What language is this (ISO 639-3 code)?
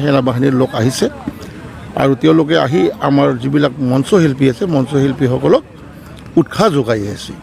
asm